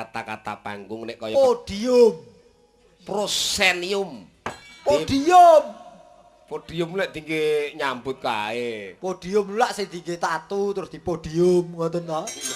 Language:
Javanese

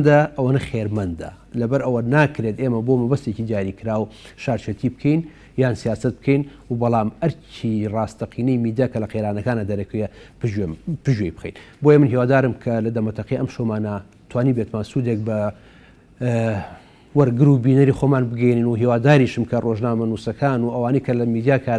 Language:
Central Kurdish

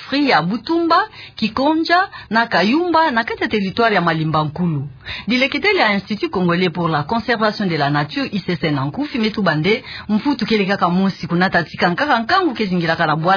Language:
Kituba (Democratic Republic of Congo)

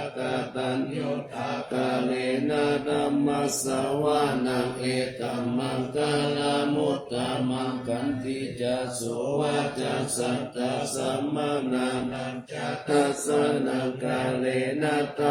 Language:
Pali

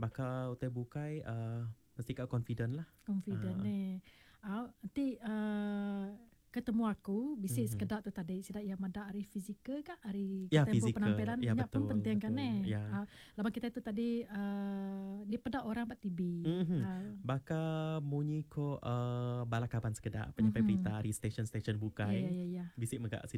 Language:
Iban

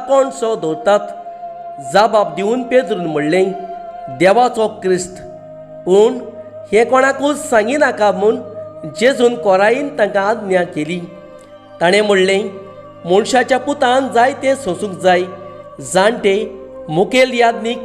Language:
Konkani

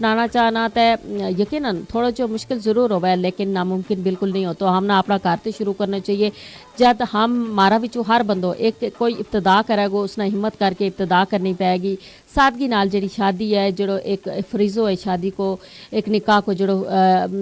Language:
Gujari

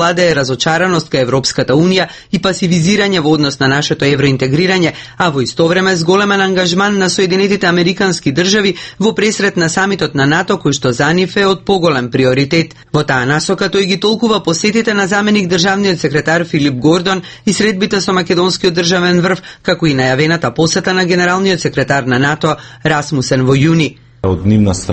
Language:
Macedonian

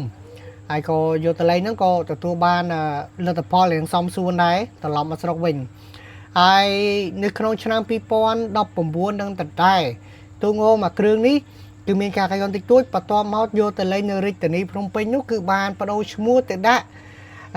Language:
Khmer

